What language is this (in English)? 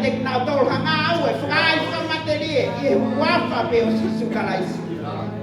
Tongan